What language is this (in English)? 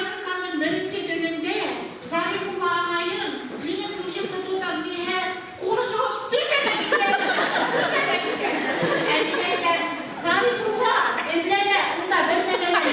Bashkir